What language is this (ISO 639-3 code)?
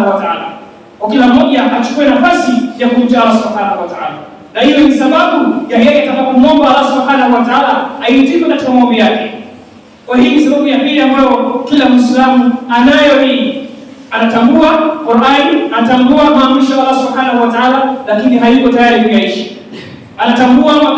swa